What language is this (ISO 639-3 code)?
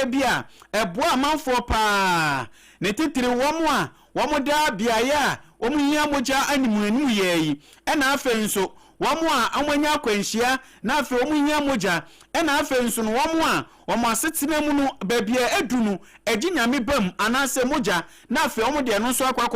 aka